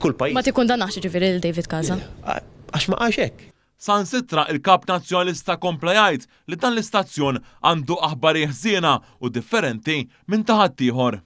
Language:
Maltese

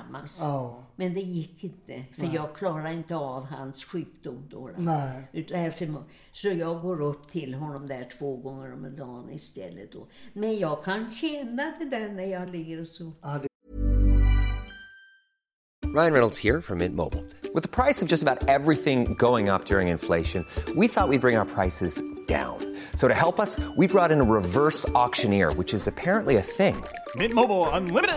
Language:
Swedish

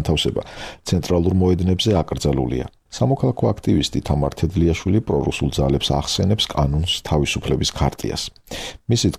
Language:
Georgian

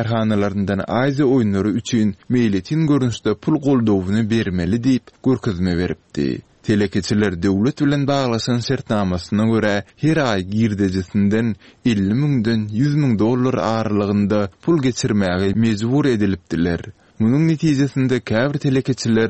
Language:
Turkmen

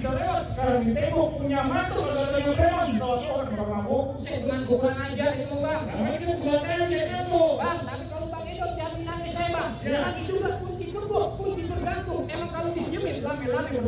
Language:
Betawi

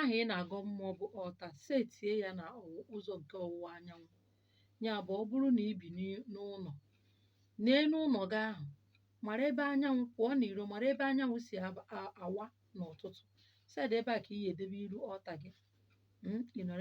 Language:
Igbo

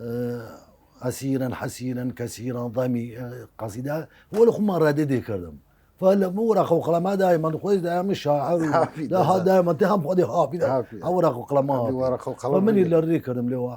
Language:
Southern Kurdish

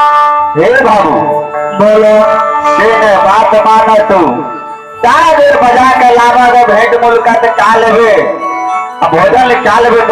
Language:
Maithili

